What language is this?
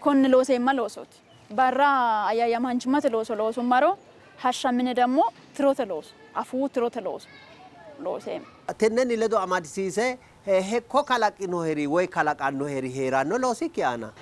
Sidamo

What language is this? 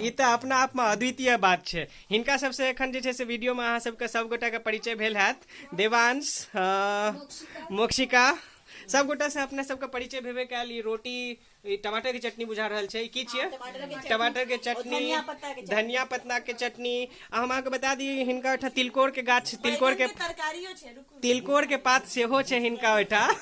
Maithili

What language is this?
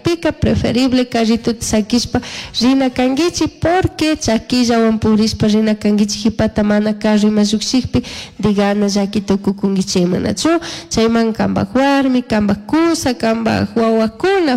Chimborazo Highland Quichua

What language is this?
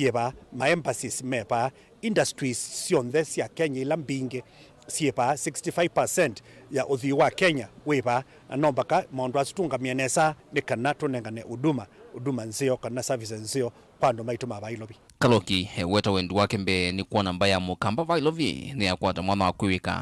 Kamba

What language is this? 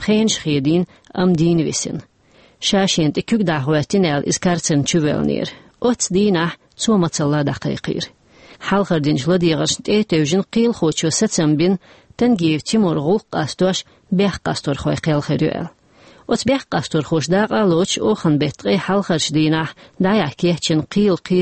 Chechen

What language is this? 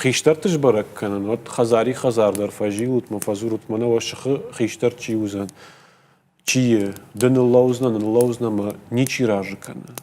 Ossetic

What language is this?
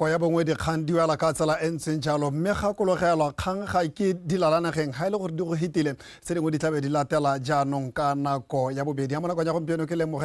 Tswana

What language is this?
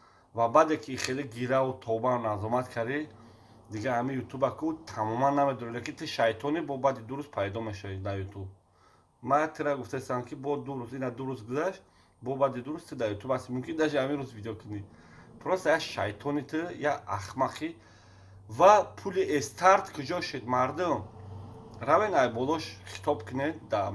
Tajik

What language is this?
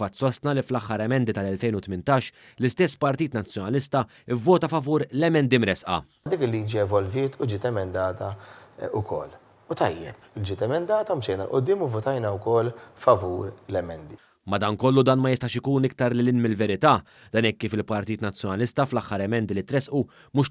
Maltese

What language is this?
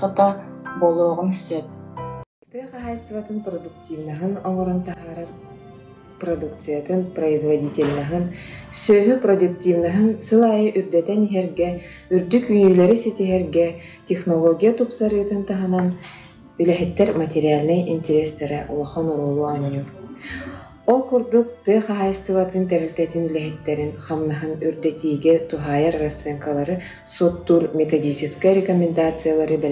Yakut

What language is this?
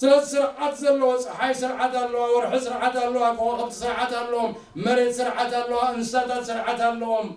Tigrinya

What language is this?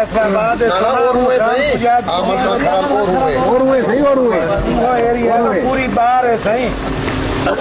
Saraiki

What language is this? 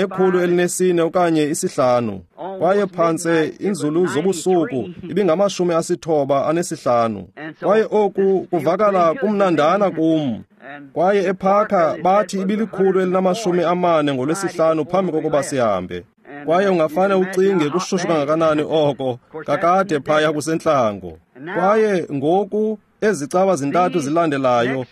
Xhosa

